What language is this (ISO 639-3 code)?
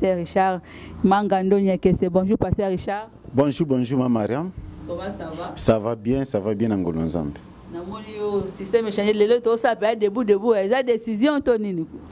lin